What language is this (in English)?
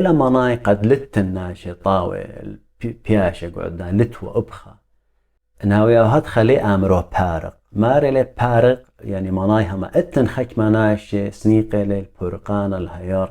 Assyrian Neo-Aramaic